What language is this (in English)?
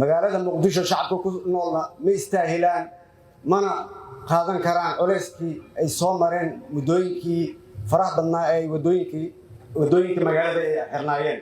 Somali